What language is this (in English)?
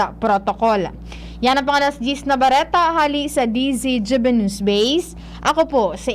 Bikol